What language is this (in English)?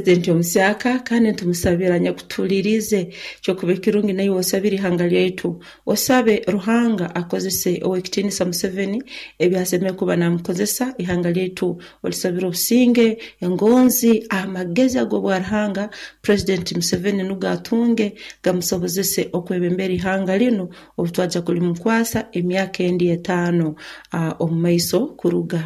Nyoro